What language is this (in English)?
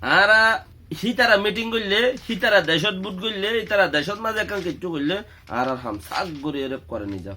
Rohingya